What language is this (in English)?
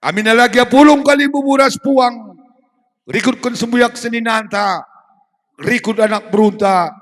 Batak Karo